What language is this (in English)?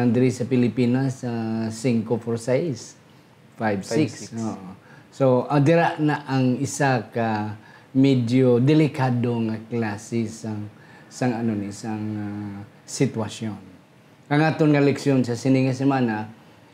Hiligaynon